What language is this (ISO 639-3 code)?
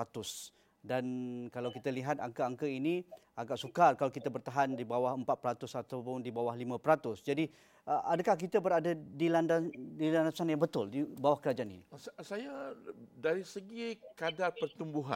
msa